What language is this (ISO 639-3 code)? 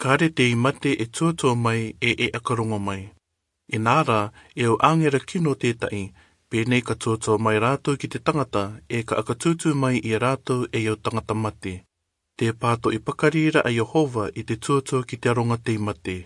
rar